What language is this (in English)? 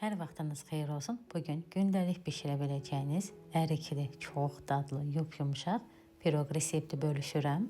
Azerbaijani